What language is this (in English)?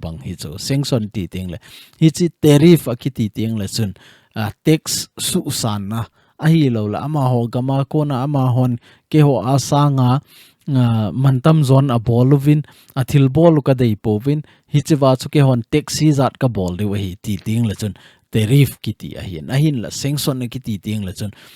Thado Chin